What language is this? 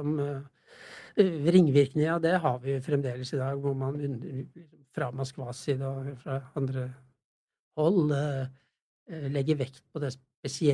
Norwegian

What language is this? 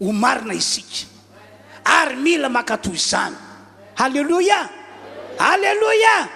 Malagasy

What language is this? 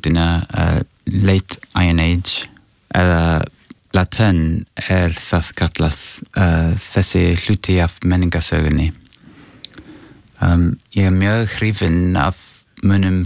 Icelandic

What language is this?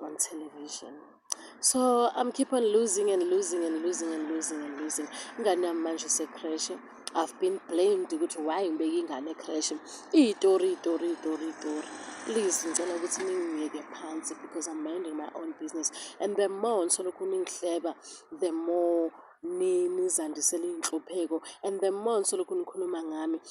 Zulu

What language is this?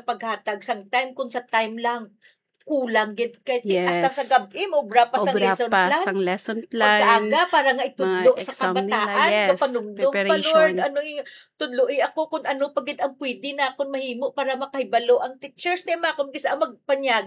Hiligaynon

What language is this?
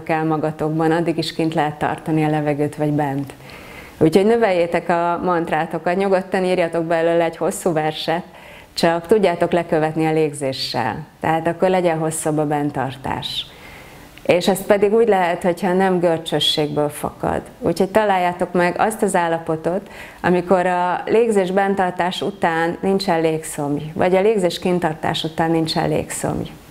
Hungarian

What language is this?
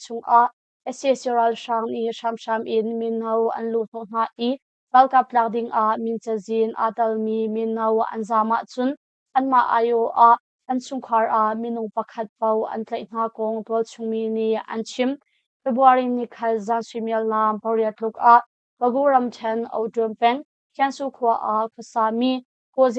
Hakha Chin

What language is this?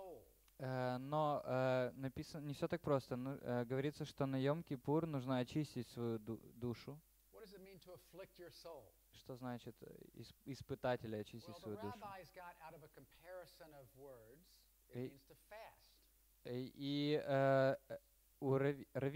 Russian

